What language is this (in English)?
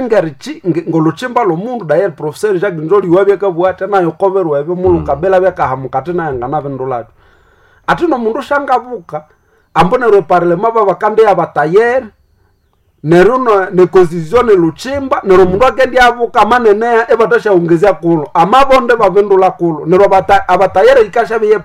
Nande